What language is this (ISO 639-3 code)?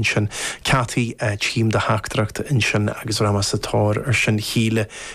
gle